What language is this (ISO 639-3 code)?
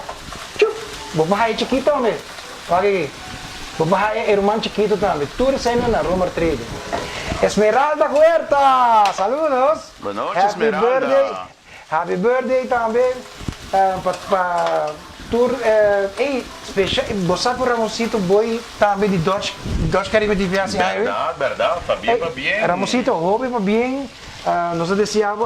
pap